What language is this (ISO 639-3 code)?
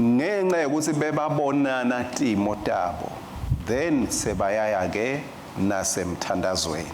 ssw